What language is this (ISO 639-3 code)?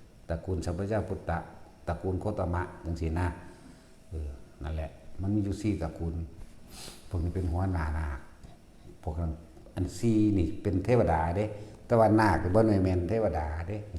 tts